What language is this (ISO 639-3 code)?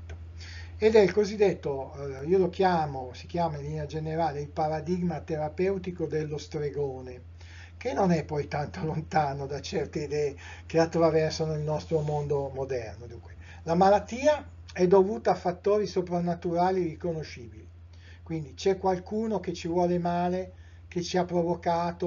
ita